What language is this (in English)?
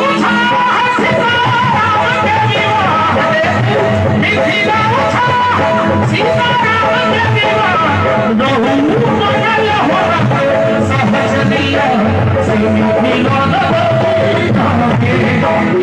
Maithili